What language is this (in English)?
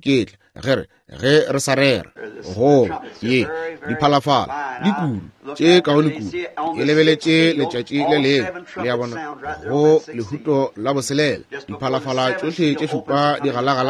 Northern Sotho